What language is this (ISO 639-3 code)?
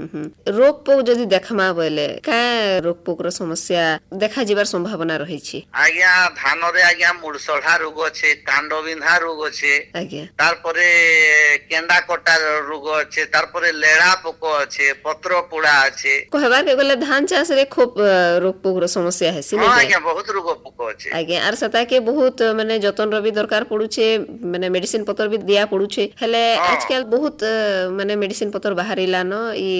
ori